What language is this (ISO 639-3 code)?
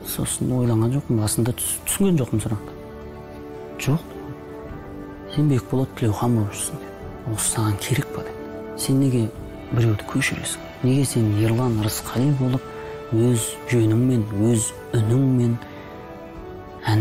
kaz